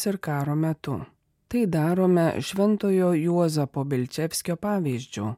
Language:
Lithuanian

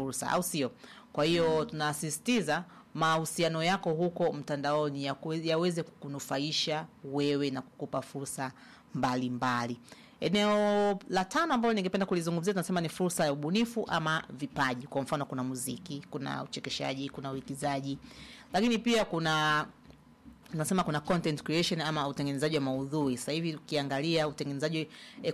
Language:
Swahili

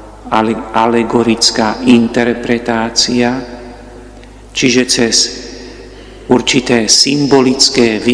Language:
Slovak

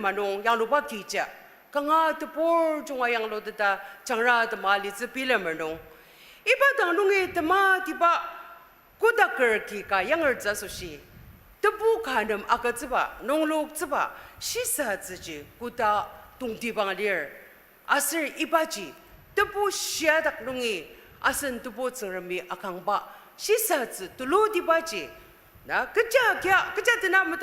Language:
Ao Naga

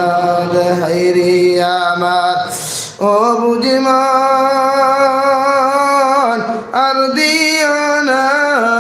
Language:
Sylheti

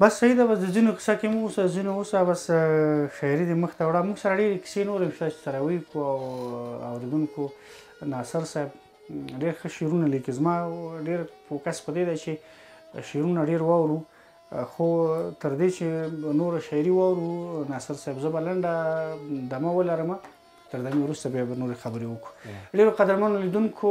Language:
Pashto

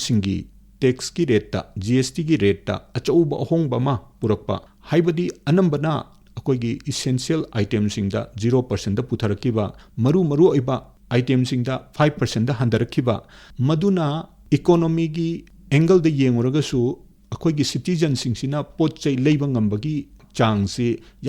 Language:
Manipuri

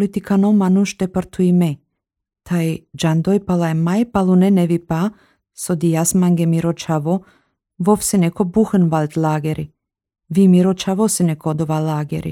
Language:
Albanian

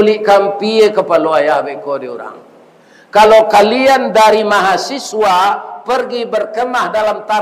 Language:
Minangkabau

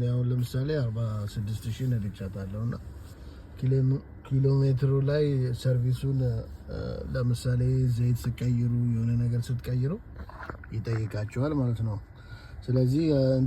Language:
Amharic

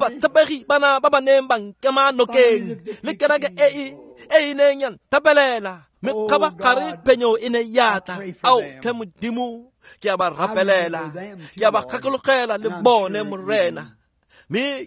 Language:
Tswana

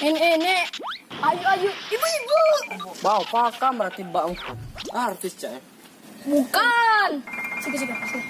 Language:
Musi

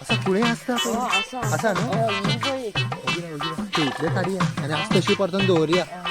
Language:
Konkani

